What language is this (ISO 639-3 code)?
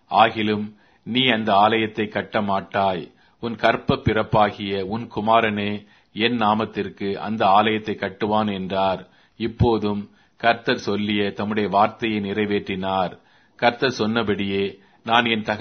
tam